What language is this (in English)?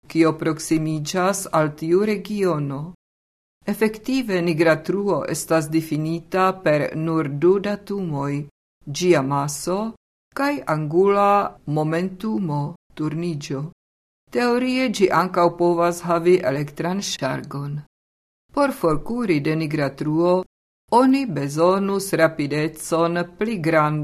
Esperanto